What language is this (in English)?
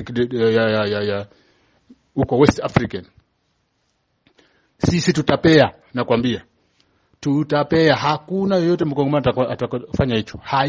Swahili